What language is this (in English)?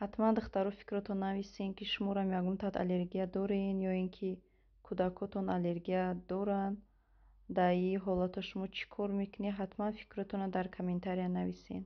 Tajik